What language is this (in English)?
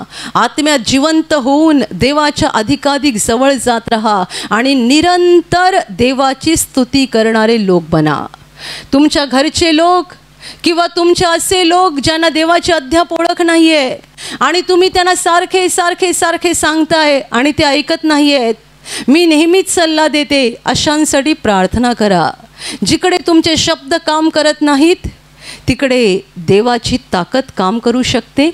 Marathi